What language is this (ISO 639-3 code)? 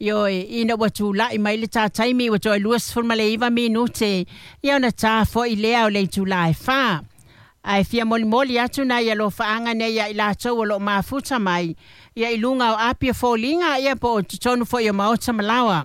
smo